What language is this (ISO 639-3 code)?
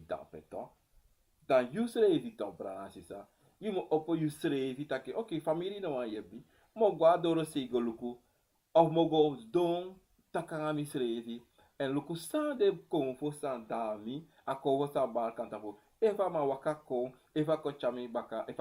srn